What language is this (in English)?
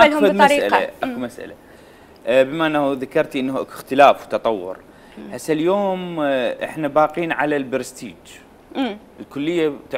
Mesopotamian Arabic